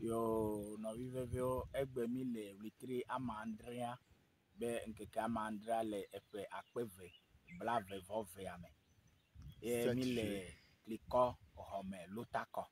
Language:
Ewe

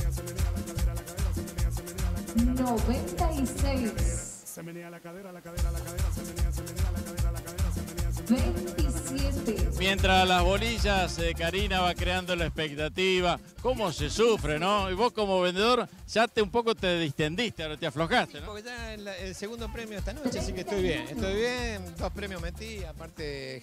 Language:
Spanish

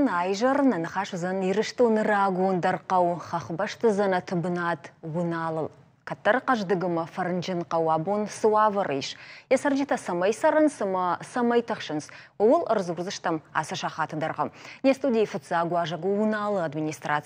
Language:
Ossetic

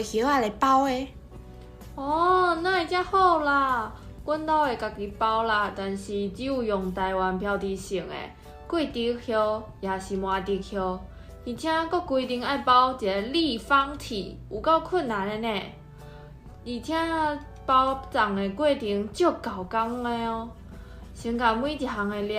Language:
Min Nan Chinese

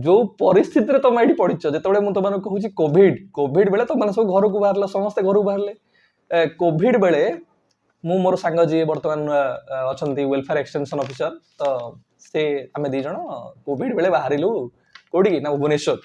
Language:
Odia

